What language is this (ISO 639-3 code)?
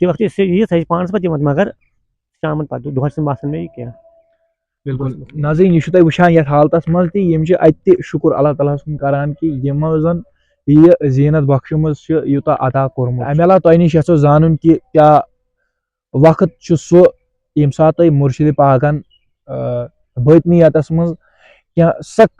kas